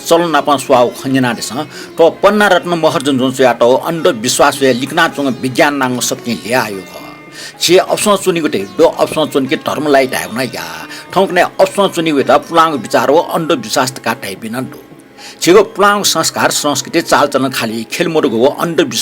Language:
Newari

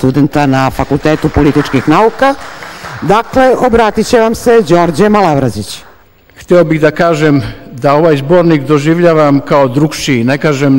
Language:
Serbian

